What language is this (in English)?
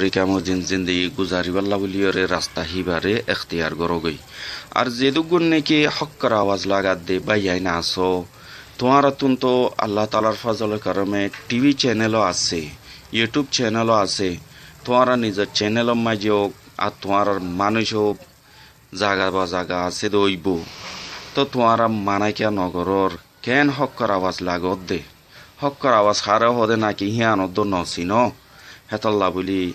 Rohingya